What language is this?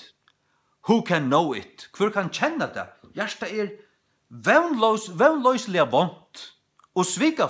Faroese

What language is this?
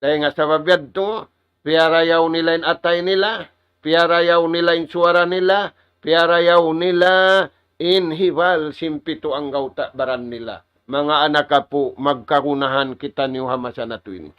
Tausug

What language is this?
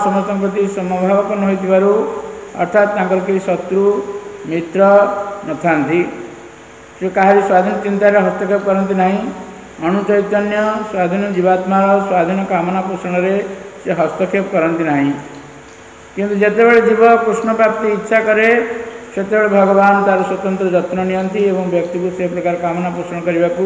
Odia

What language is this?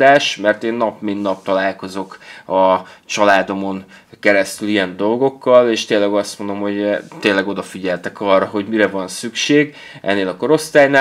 Hungarian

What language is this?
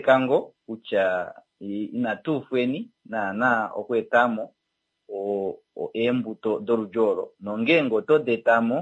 Kuanyama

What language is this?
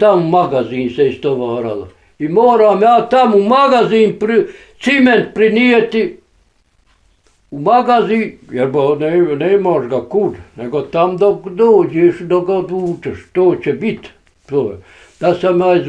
Bosnian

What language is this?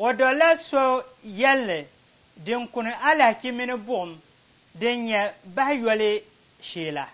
Dagbani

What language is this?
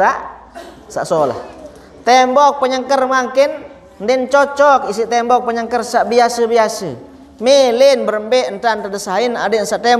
Sasak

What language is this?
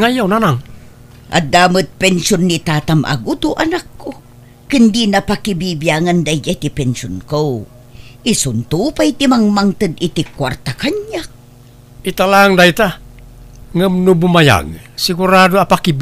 Iloko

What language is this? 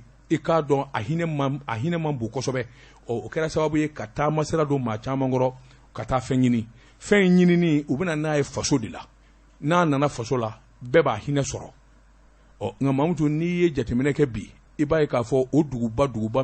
Bambara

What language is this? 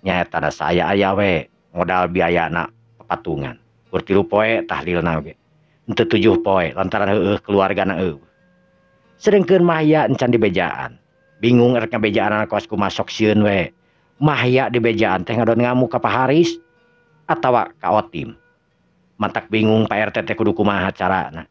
Sundanese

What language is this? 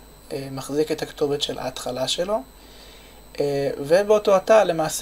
Hebrew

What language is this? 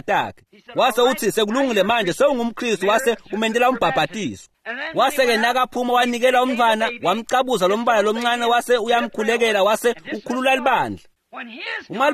Swati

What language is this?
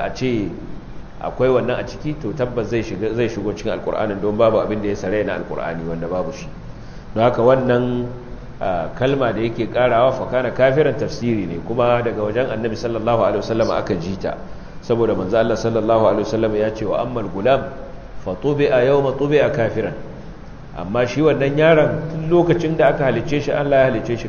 Hausa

